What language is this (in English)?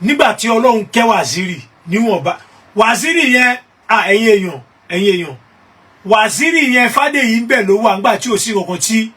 Yoruba